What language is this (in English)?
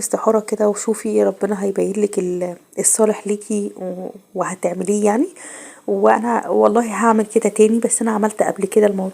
Egyptian Arabic